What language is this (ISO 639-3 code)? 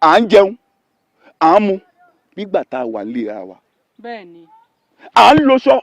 yor